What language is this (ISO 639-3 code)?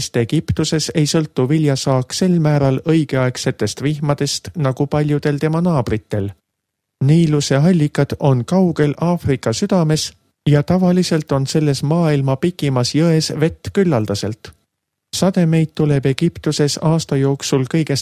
est